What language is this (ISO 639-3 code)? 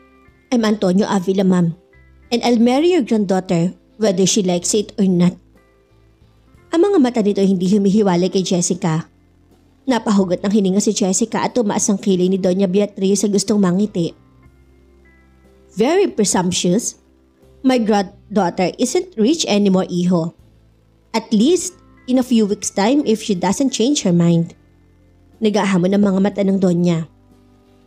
fil